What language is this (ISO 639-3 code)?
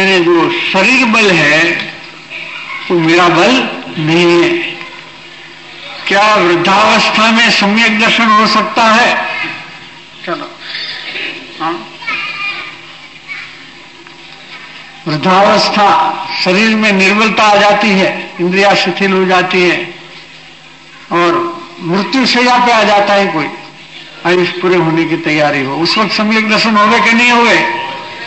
hin